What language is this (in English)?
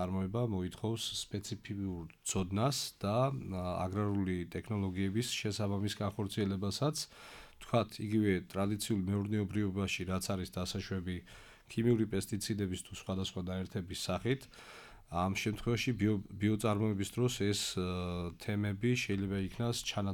Georgian